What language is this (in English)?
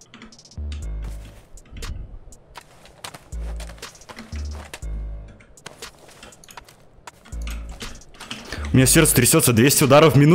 Russian